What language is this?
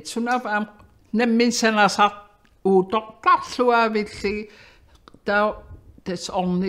Kalaallisut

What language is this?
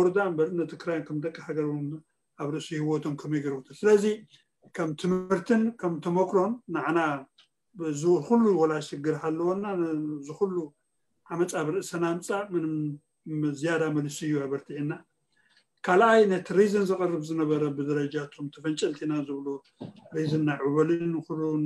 Tigrinya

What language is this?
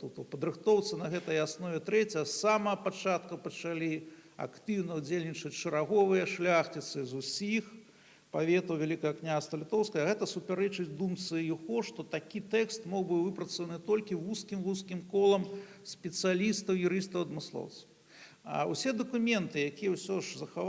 Belarusian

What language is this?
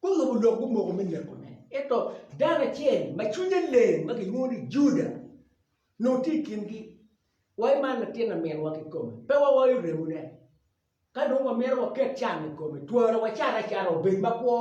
Acoli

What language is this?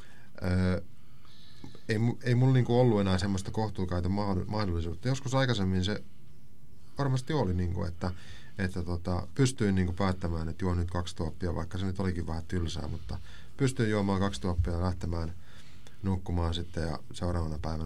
Finnish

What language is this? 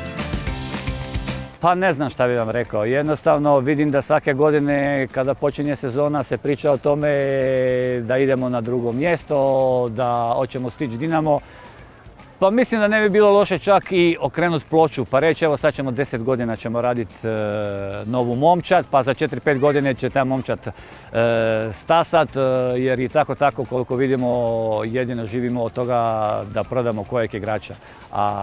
Croatian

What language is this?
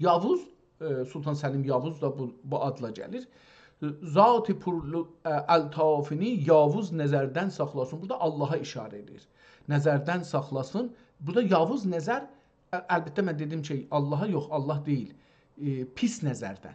South Azerbaijani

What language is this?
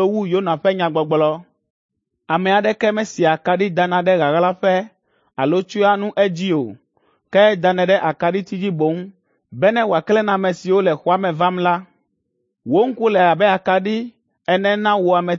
Ewe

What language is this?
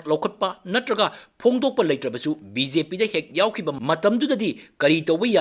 Manipuri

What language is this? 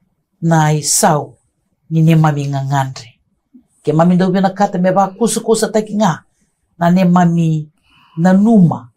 Fijian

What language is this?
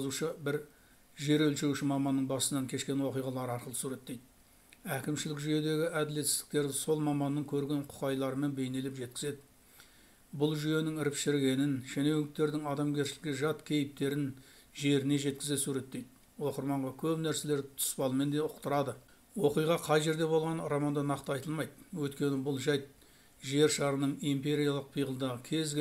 Kazakh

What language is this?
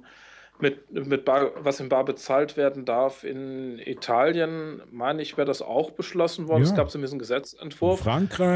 German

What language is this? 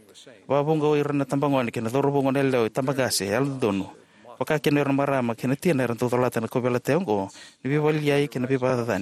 Fijian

